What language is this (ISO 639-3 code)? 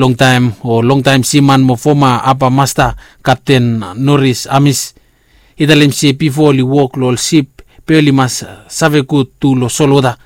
bis